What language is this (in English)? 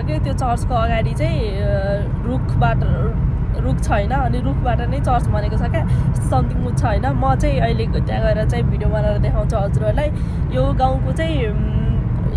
Nepali